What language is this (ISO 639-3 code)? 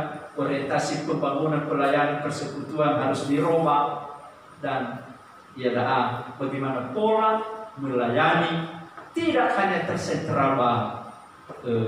nia